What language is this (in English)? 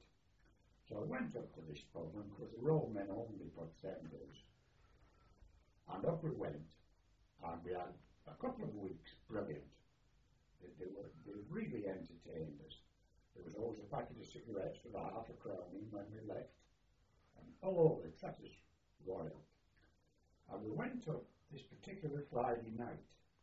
English